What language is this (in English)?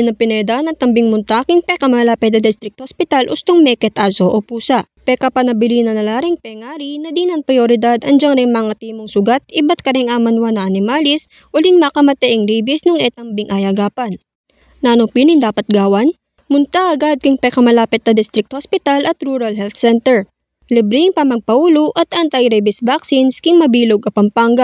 Pampanga